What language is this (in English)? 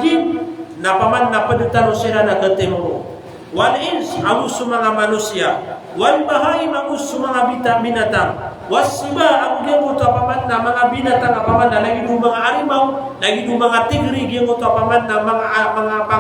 Maranao